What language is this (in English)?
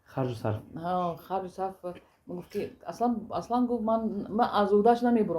Tajik